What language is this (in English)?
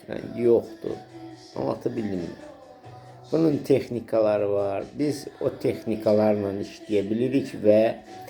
Azerbaijani